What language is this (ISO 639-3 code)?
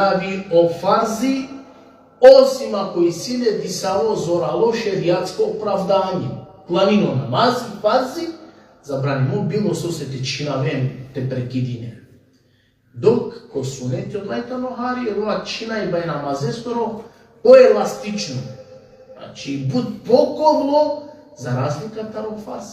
rmn